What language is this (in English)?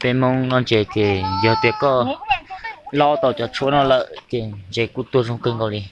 Hmong